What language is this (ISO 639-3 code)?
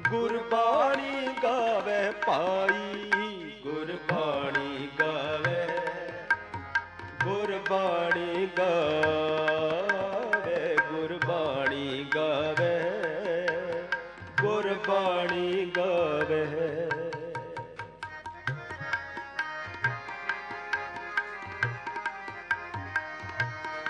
pan